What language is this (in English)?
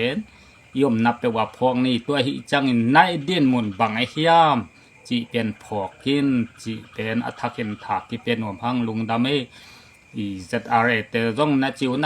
Tedim Chin